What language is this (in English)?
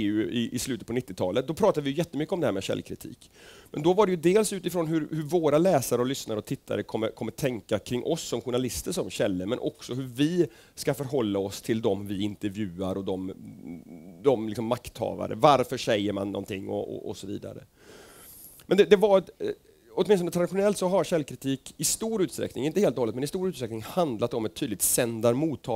Swedish